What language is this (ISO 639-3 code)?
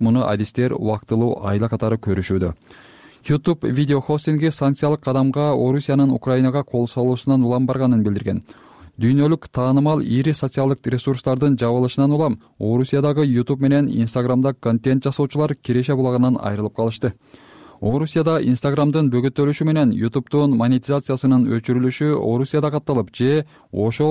kir